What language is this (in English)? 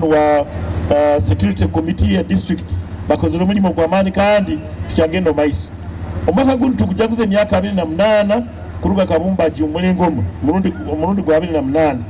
Nyoro